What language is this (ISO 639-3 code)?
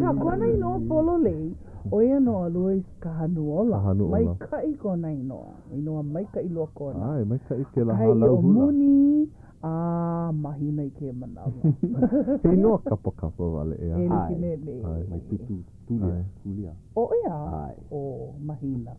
haw